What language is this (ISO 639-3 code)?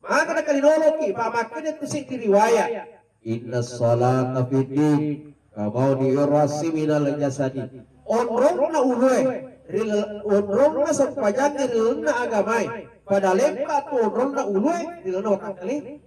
bug